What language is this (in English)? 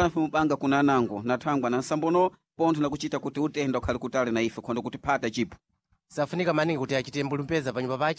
Sena